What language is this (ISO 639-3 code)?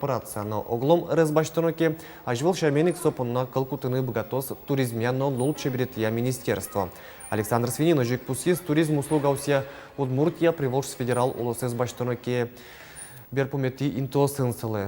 udm